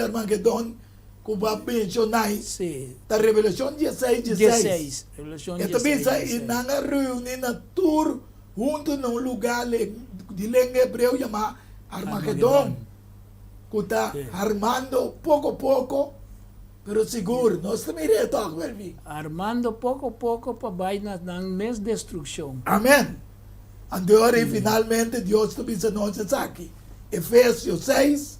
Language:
Papiamento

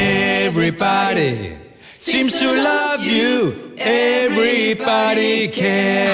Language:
Danish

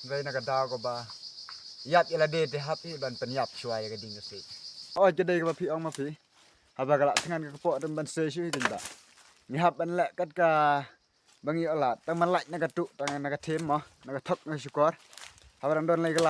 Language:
Khasi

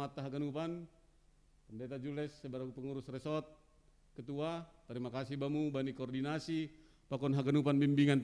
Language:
Batak Simalungun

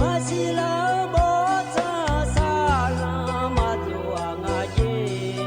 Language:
Akha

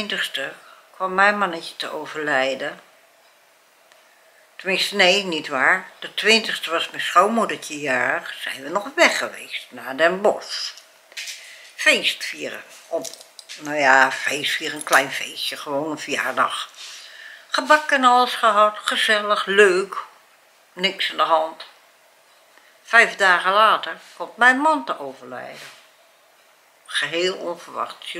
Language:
Dutch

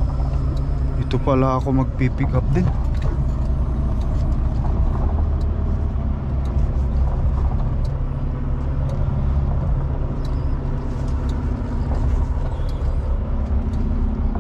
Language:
Filipino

